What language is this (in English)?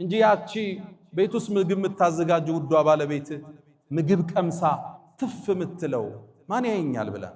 Amharic